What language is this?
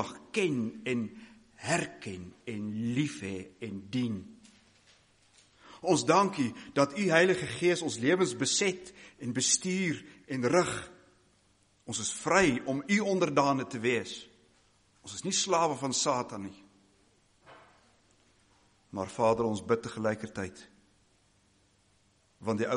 Afrikaans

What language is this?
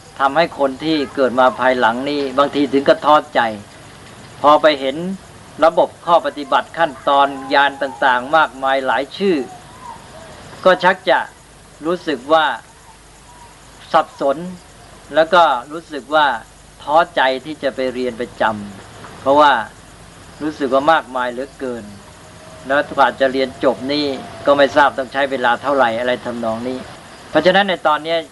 Thai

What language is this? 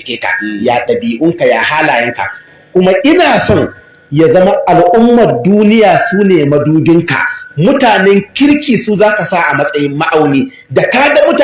Hausa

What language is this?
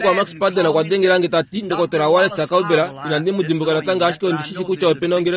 Kuanyama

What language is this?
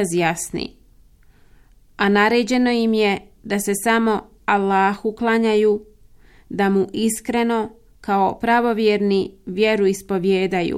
Bosnian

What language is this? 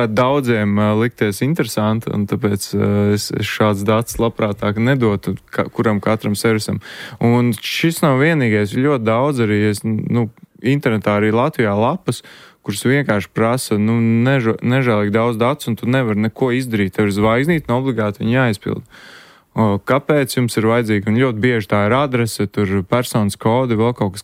Latvian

